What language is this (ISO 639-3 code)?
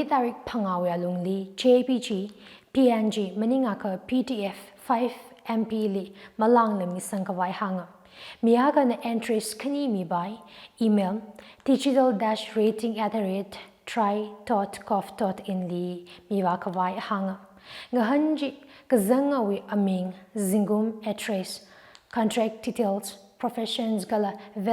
nmf